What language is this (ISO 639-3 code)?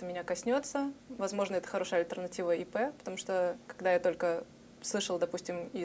rus